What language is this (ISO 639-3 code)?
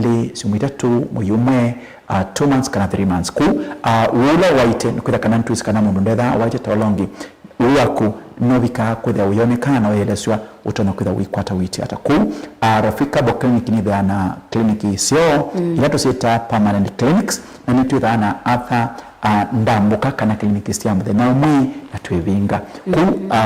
kam